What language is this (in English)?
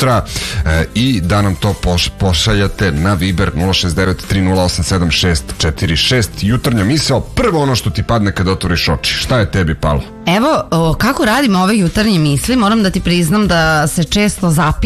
Serbian